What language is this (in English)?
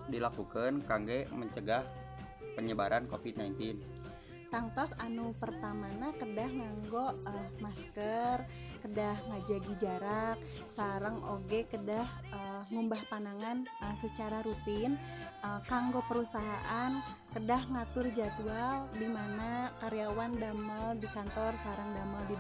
Sundanese